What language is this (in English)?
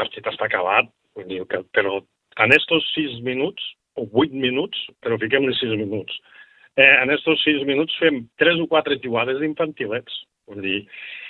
Catalan